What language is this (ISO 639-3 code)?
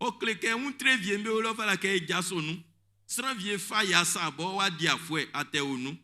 bci